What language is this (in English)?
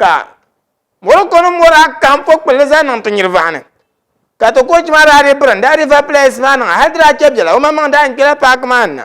Dagbani